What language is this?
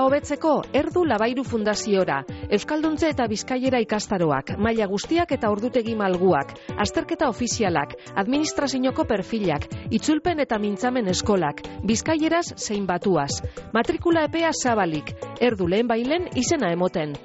Basque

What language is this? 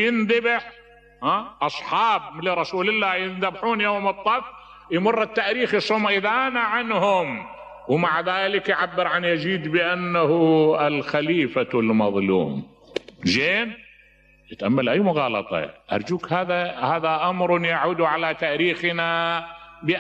Mesopotamian Arabic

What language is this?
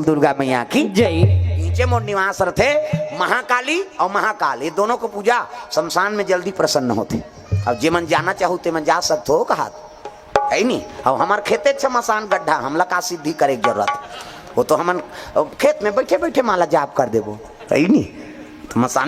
Chhattisgarhi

